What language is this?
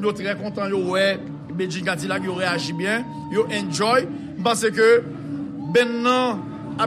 Haitian Creole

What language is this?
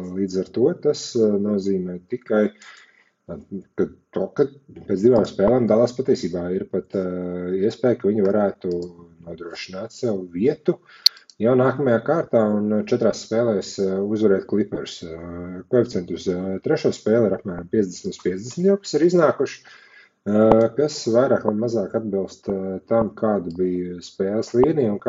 Latvian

